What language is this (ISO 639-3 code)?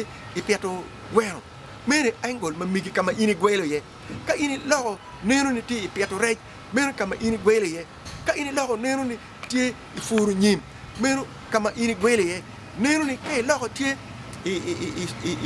ach